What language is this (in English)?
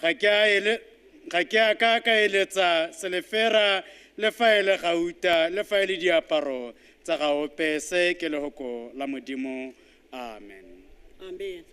Tswana